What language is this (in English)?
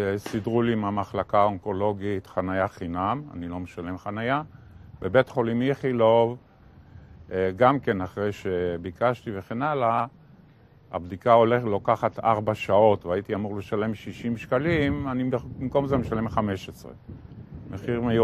Hebrew